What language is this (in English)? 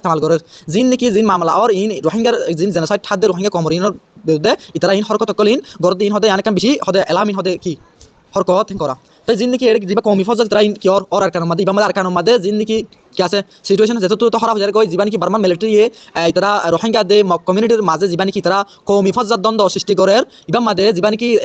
Rohingya